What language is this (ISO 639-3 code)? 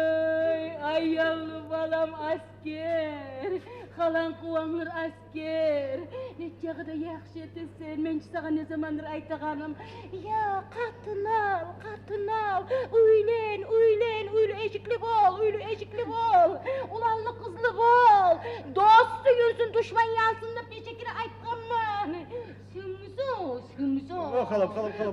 kum